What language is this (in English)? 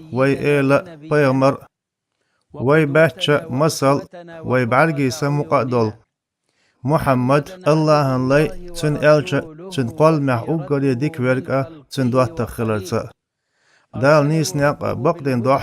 Chechen